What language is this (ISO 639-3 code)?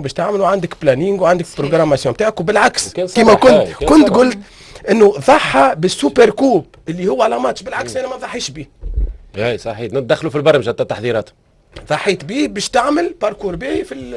aeb